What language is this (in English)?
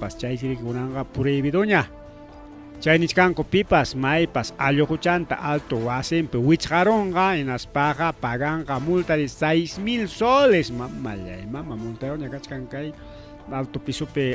Ayacucho Quechua